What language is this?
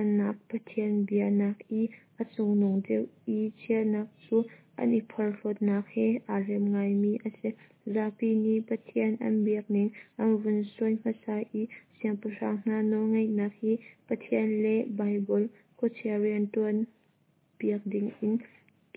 Hakha Chin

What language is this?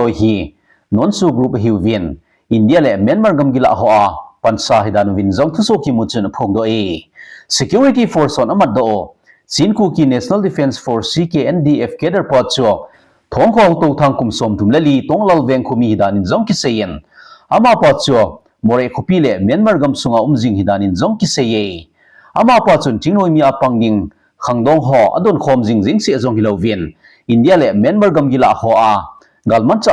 Thado Chin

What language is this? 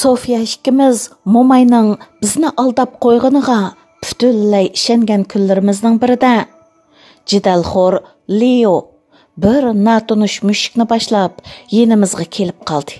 Uyghur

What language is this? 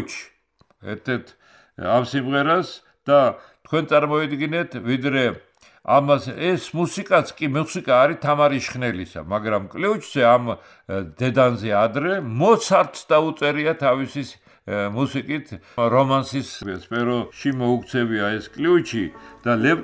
Georgian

